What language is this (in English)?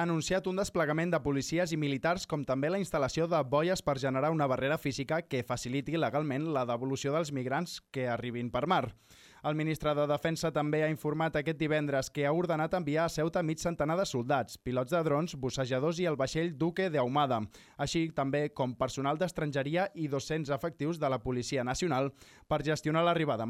Catalan